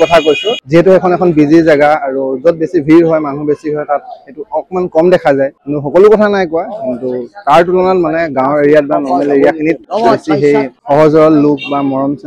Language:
Assamese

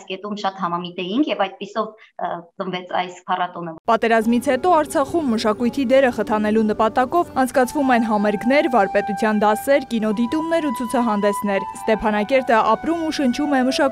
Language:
Armenian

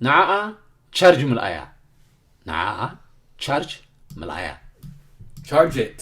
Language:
Tigrinya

